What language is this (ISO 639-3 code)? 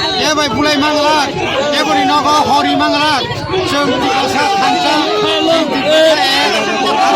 trp